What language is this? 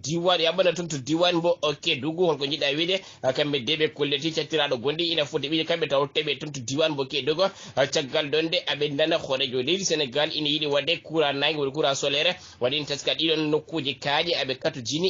Fula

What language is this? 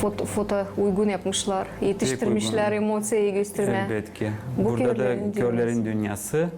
Gagauz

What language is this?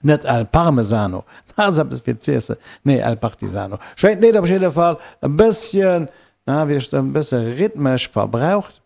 Luxembourgish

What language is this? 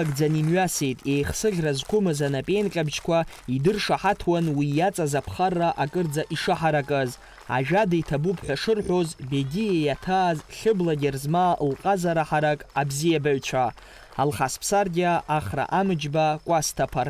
Abkhazian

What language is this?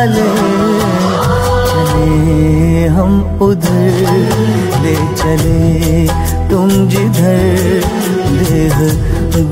Kannada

